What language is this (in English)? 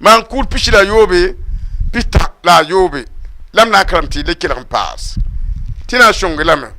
Mossi